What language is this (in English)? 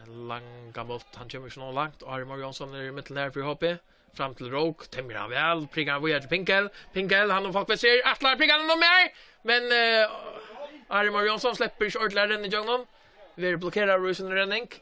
Faroese